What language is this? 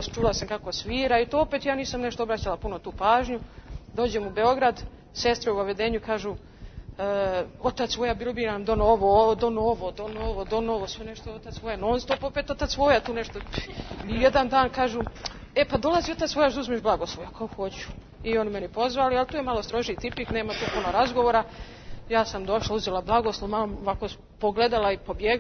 Serbian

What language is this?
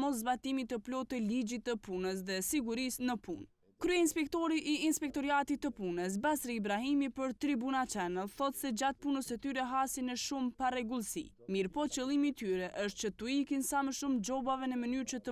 Albanian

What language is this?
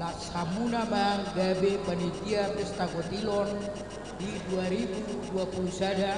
Batak Toba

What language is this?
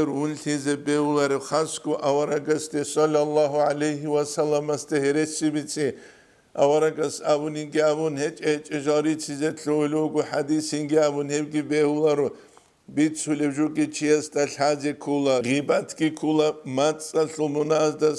Avaric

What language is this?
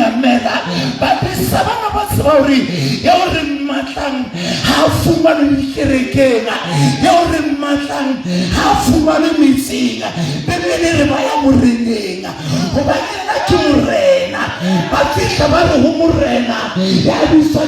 Southern Sotho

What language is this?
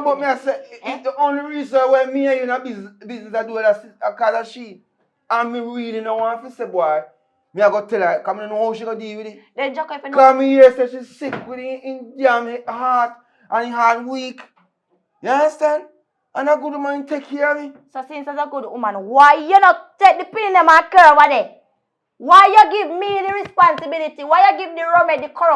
Jamaican Creole English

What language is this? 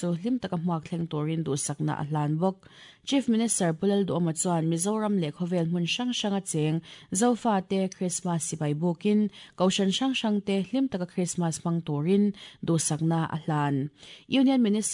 Mizo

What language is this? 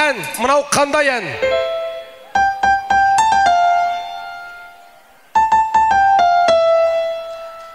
Kazakh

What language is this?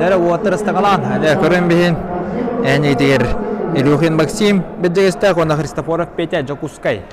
Yakut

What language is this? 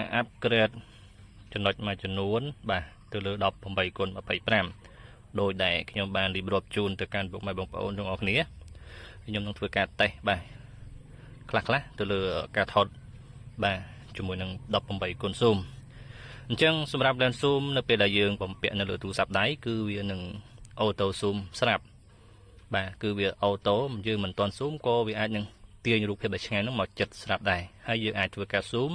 Khmer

